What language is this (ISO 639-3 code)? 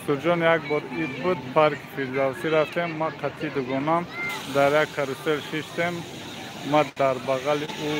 tgk